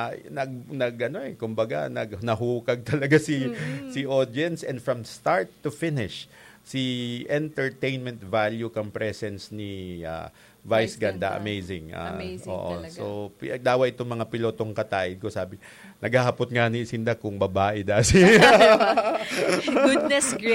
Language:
Bikol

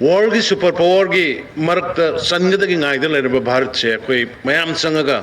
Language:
Manipuri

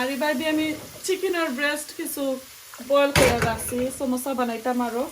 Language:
Sylheti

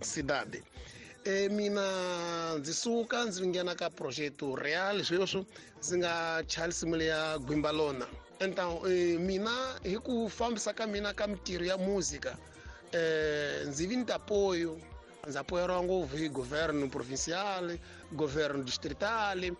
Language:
Tsonga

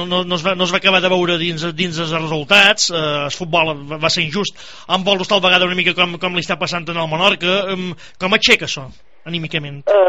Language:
Catalan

